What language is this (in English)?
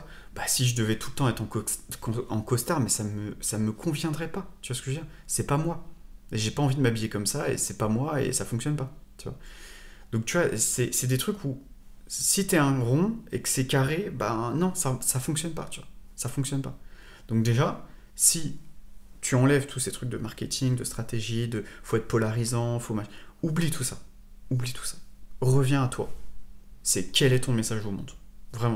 French